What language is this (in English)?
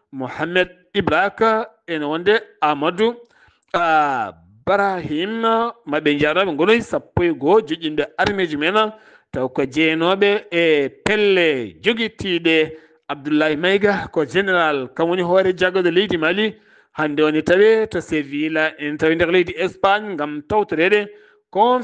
Fula